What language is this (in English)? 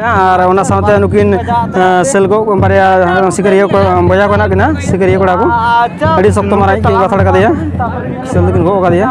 Santali